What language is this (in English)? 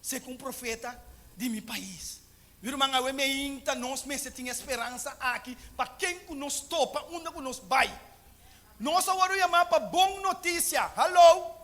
Papiamento